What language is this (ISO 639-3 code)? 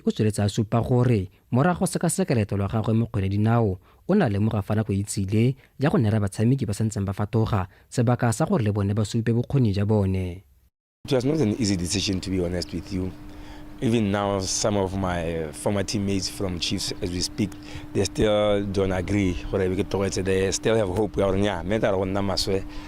tsn